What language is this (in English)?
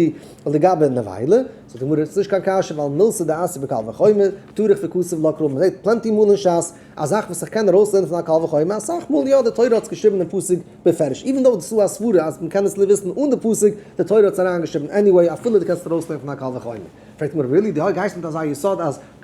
Yiddish